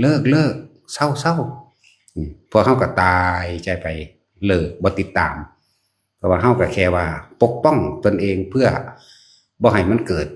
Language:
Northeastern Thai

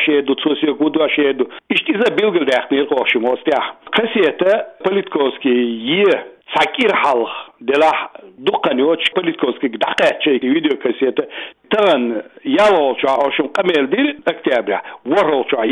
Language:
Chechen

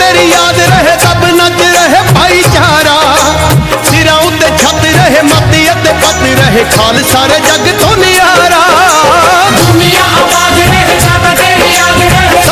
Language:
Punjabi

